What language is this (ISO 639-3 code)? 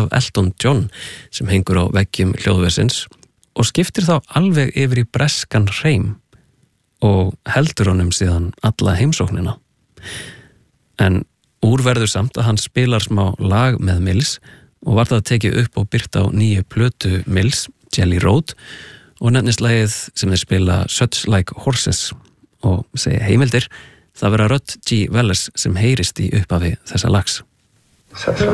isl